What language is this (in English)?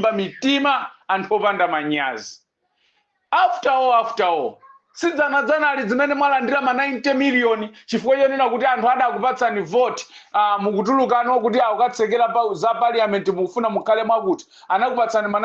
Nyanja